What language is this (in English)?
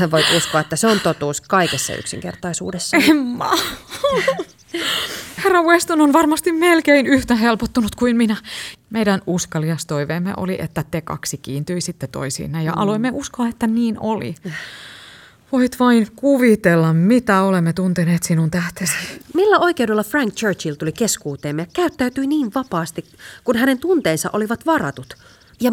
Finnish